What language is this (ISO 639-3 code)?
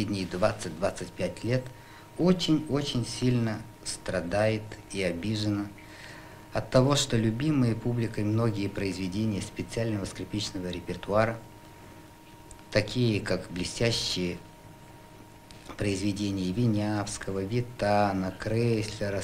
rus